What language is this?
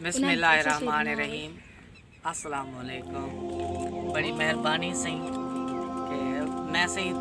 Saraiki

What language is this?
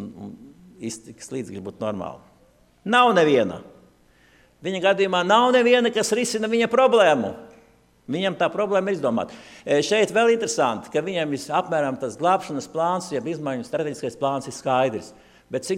Latvian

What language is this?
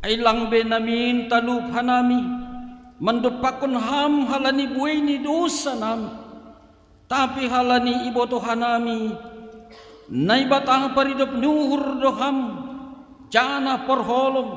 Batak Simalungun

